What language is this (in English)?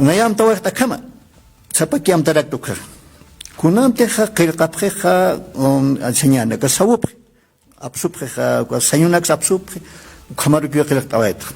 Aymara